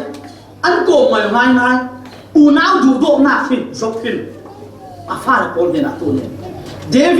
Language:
Falam Chin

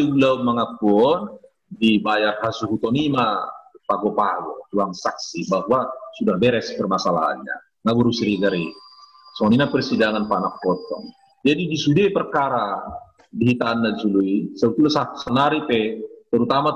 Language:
Batak Toba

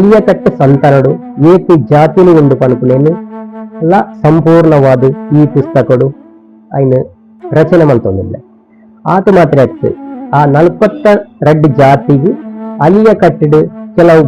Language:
Tulu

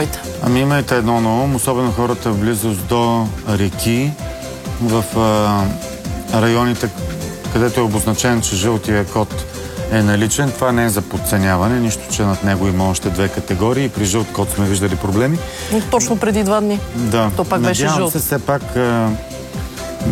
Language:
Bulgarian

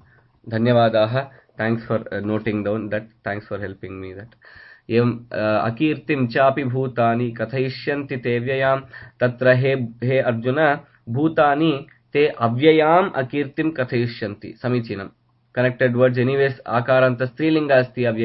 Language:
Sanskrit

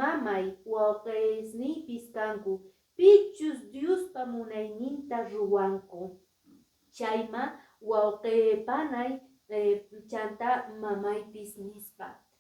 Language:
Quechua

